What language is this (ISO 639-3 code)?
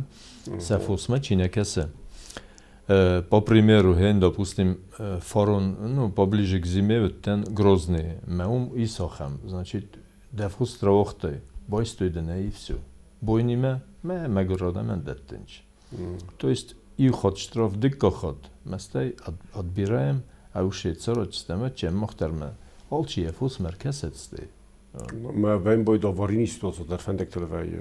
oss